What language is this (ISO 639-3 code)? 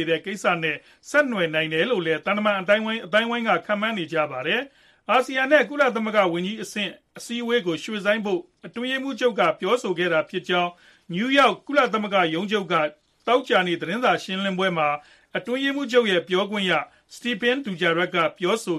mya